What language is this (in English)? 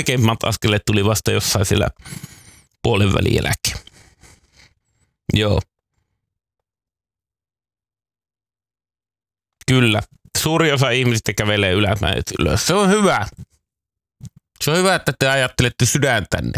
Finnish